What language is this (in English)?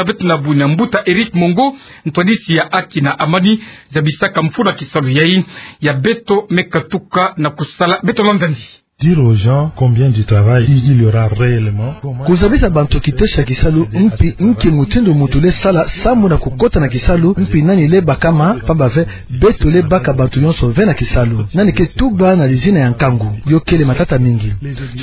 Kituba (Democratic Republic of Congo)